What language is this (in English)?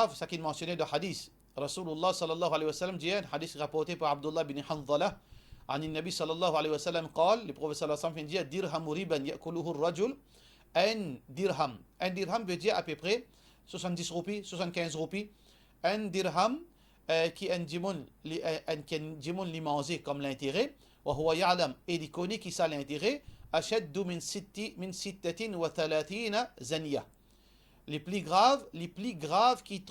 Morisyen